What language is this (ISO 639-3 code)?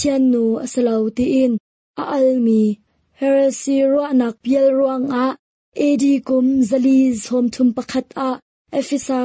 cnh